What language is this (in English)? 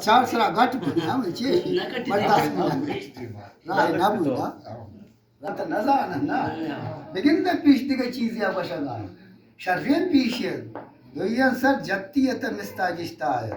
Eastern Balochi